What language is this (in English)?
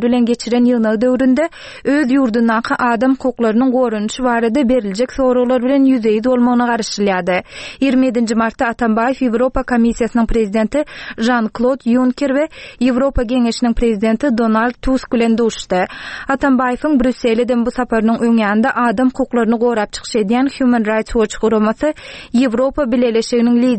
Turkmen